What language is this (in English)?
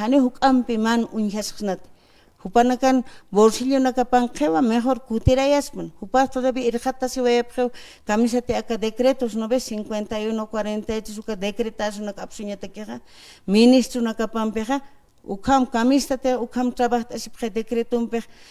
Aymara